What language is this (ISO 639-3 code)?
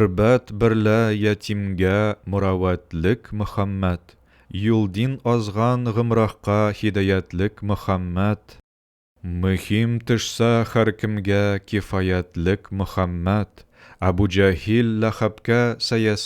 tat